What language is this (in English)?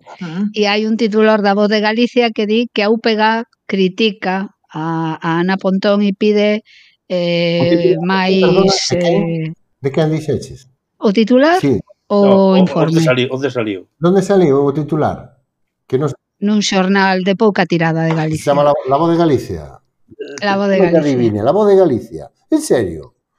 Galician